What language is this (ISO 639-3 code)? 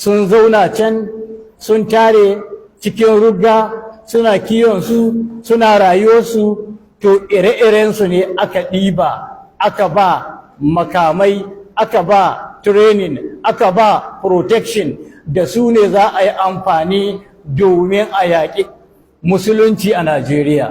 hau